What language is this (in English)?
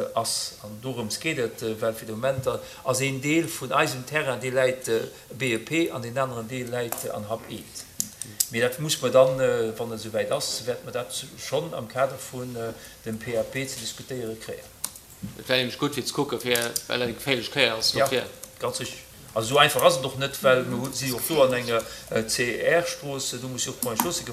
Luxembourgish